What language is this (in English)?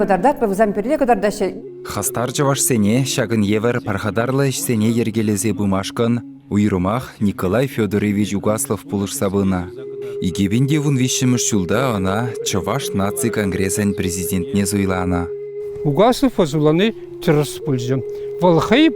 Chuvash